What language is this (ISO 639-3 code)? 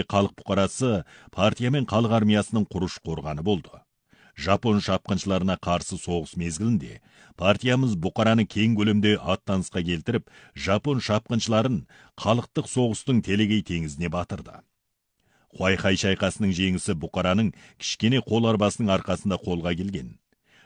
kaz